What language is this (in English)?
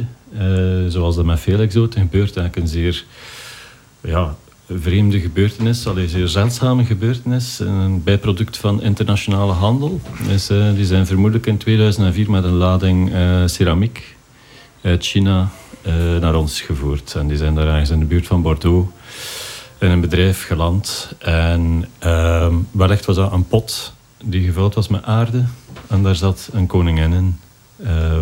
Dutch